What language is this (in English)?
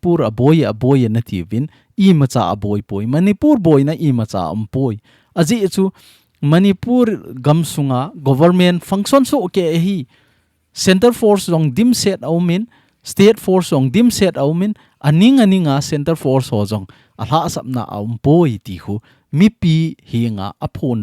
Thado Chin